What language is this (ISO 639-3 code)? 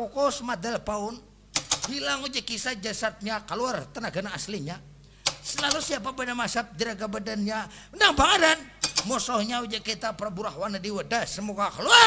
bjn